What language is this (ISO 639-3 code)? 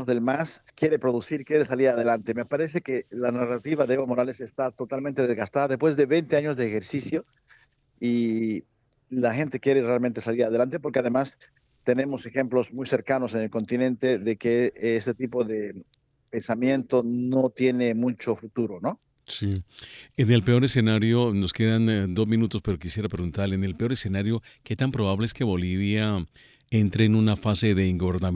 spa